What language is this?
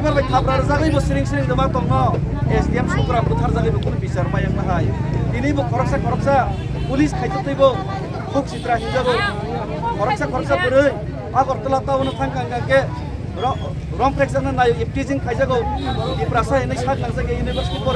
Kok Borok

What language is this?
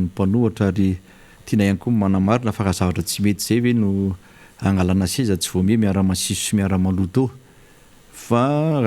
Malagasy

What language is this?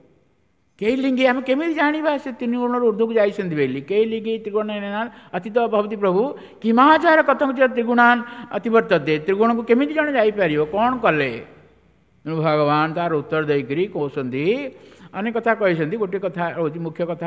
Odia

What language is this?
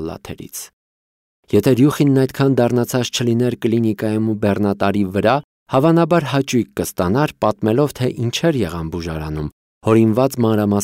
Armenian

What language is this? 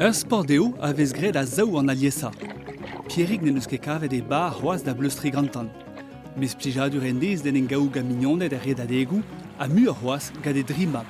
Breton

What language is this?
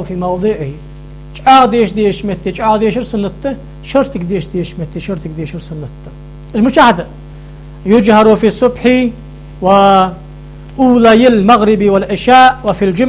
Ingush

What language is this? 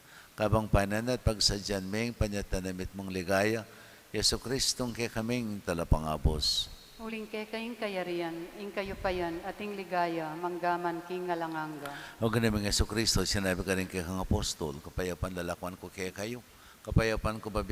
Pampanga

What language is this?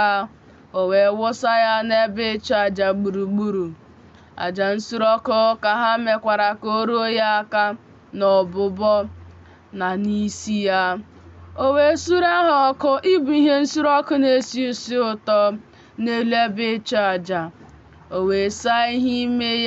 Igbo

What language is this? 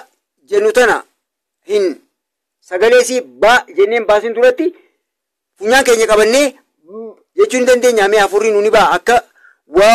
Oromo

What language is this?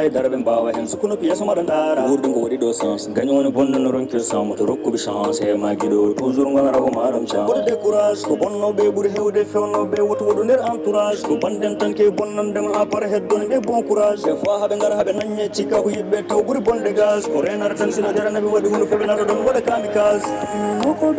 Fula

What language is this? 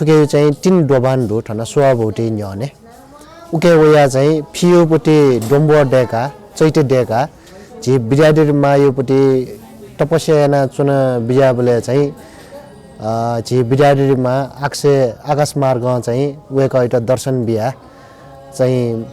Newari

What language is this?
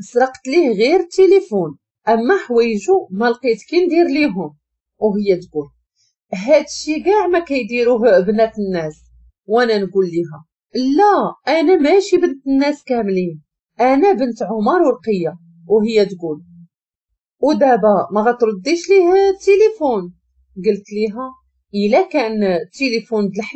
Moroccan Arabic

